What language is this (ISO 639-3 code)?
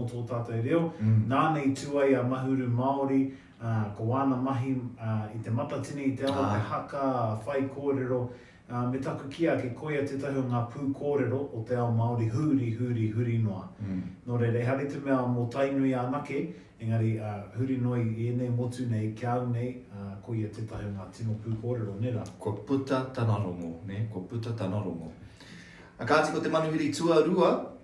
mri